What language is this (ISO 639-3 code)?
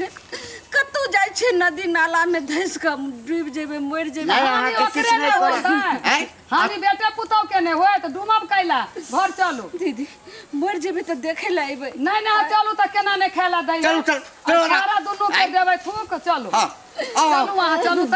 mai